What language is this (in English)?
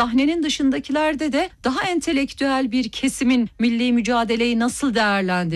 Turkish